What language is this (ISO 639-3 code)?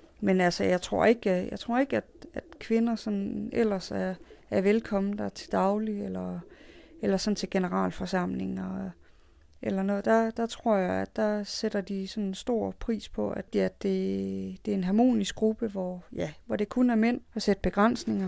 dan